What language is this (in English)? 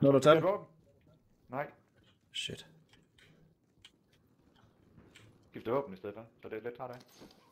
Danish